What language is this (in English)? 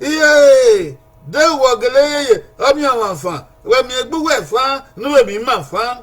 Bini